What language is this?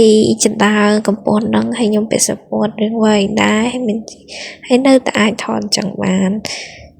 Khmer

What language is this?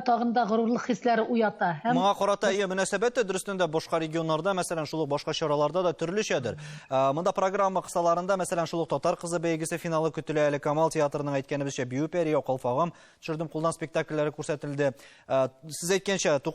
Tatar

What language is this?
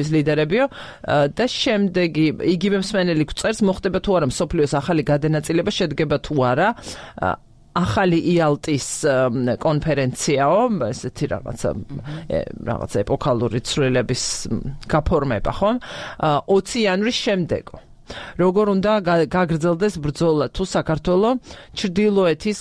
Georgian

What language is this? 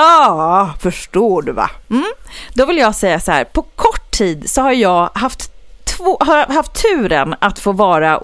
Swedish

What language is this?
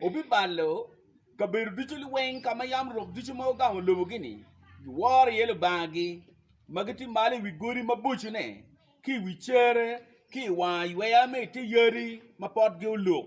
Acoli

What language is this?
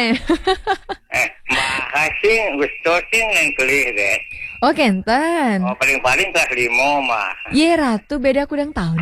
Balinese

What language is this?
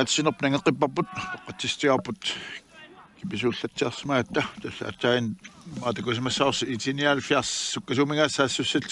Kalaallisut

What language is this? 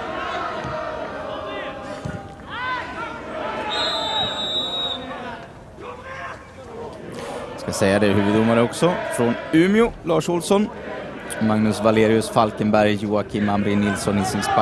Swedish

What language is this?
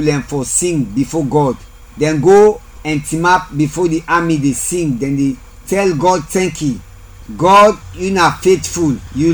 Krio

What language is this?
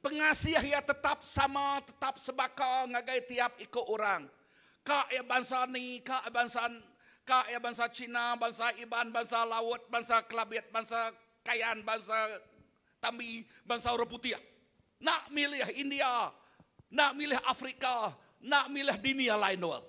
Iban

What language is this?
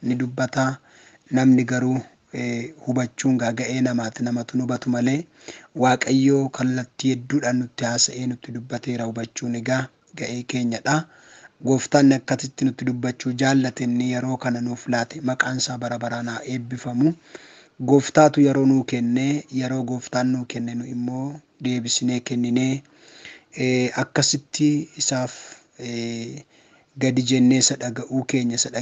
Oromo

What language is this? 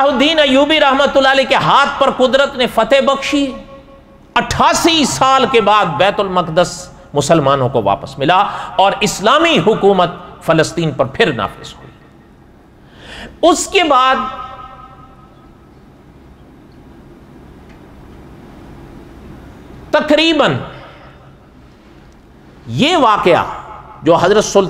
Urdu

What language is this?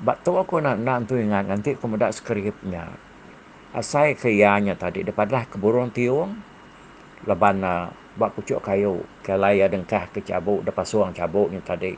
Iban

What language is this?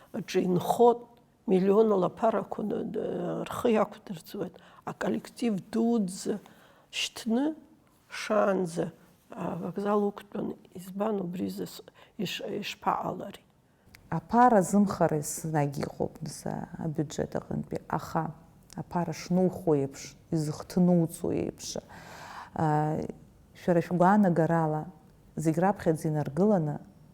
Abkhazian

